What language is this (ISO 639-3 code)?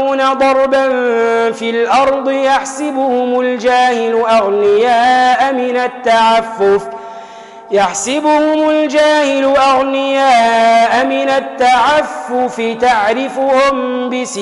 ara